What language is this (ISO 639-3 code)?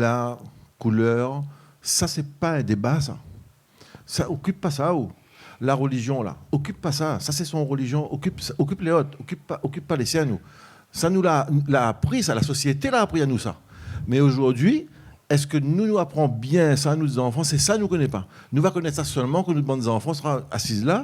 rcf